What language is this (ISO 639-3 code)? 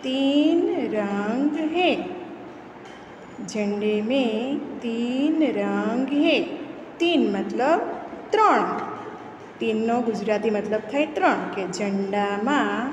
guj